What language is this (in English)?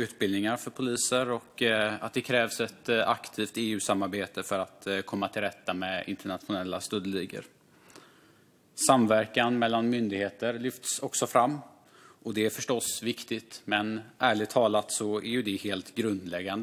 Swedish